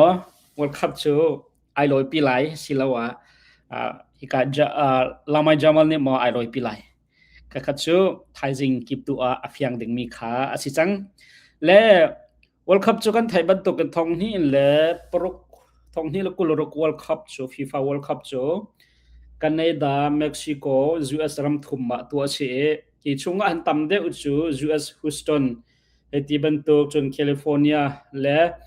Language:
Hakha Chin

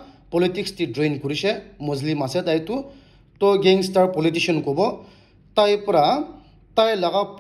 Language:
Naga Pidgin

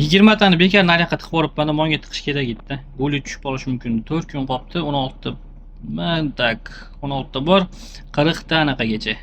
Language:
Uzbek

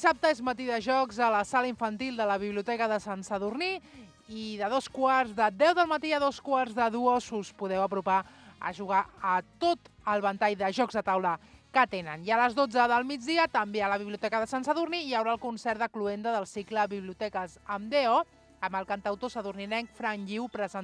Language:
Catalan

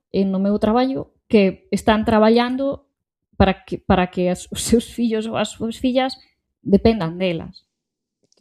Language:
Galician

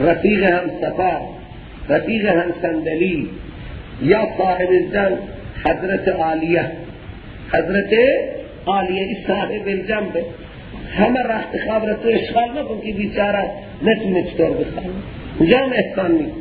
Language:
Persian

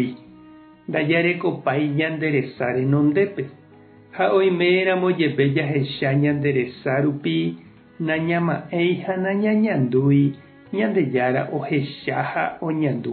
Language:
Guarani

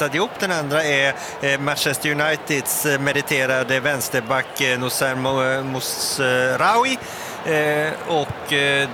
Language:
Swedish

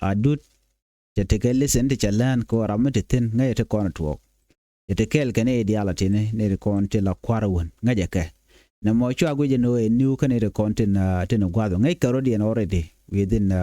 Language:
Nuer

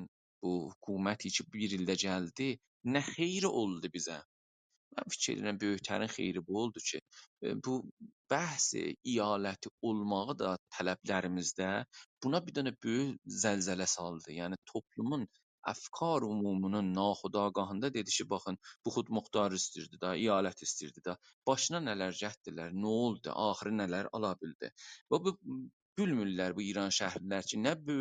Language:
South Azerbaijani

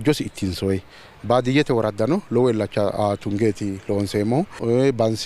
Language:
Sidamo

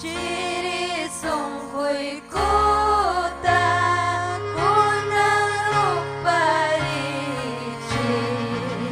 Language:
Ayacucho Quechua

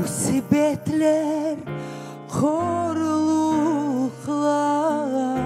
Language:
Crimean Tatar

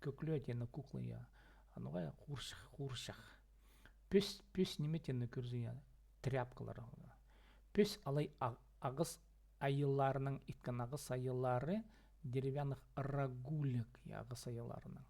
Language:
Khakas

